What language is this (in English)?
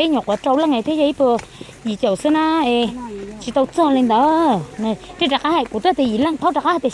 Hmong